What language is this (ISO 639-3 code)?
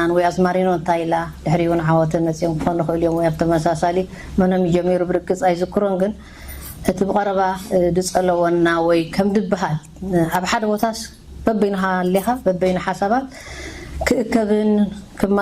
tir